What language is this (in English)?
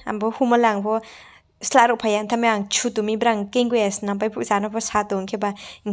Riang (India)